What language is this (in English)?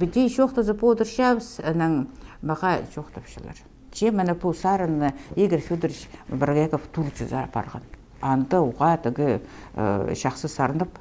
Khakas